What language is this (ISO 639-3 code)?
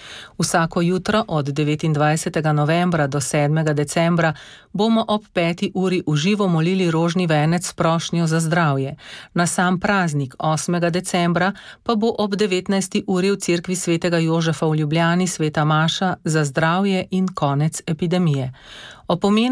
slv